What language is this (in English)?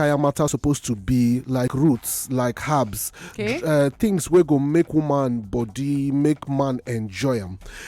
Nigerian Pidgin